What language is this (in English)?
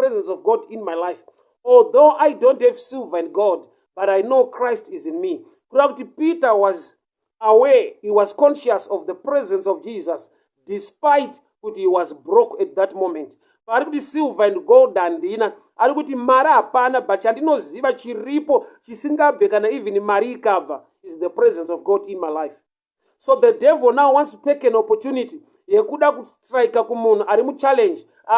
Shona